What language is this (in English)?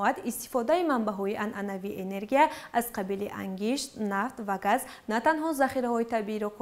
Tajik